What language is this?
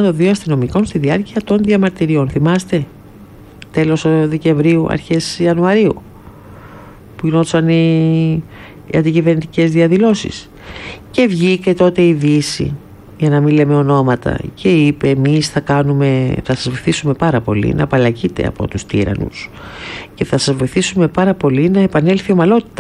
Greek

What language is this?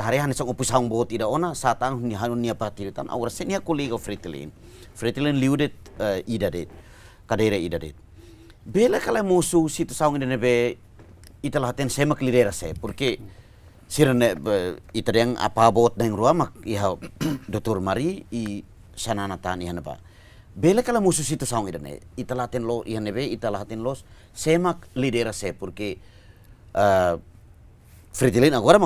Tetum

